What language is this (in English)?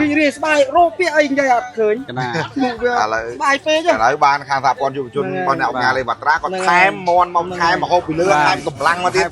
Khmer